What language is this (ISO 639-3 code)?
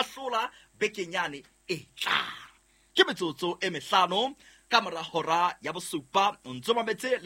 sot